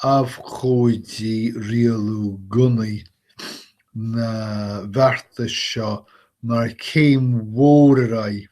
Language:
Irish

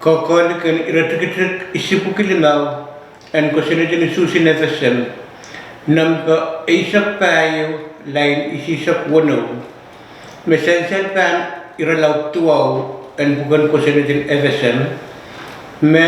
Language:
Pohnpeian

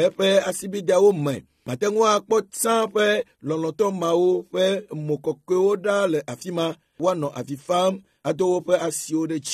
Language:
Ewe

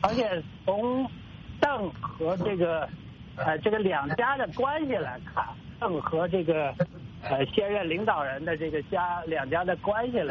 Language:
Chinese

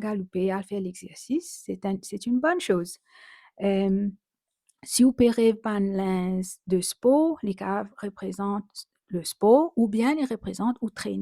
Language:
Morisyen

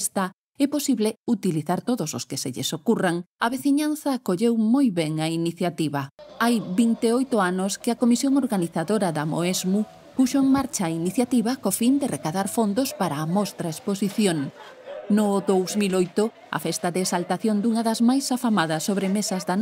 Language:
Galician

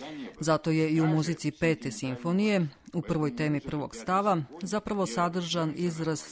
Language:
Serbian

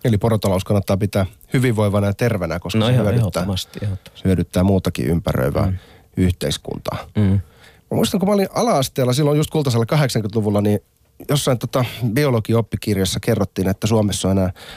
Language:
Finnish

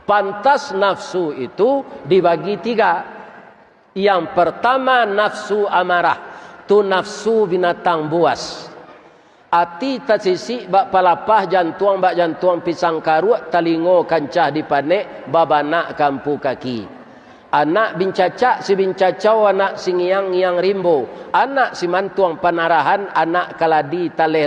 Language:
Minangkabau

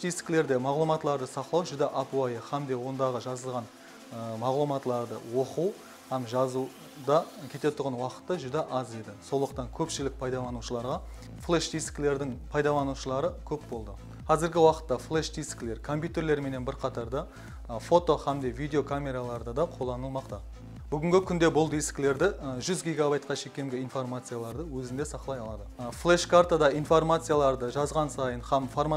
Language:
Kara-Kalpak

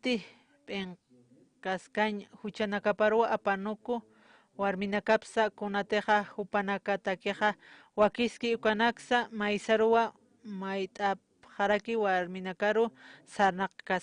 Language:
Aymara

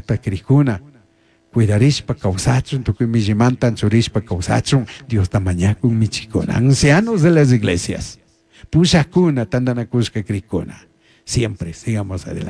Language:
Chimborazo Highland Quichua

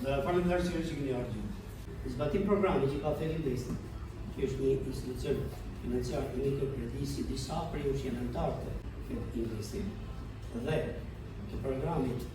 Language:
Albanian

